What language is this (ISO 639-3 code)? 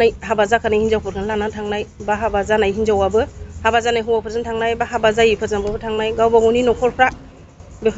brx